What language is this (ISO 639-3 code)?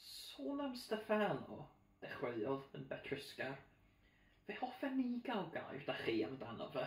cym